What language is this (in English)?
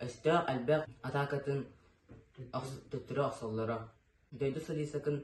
Yakut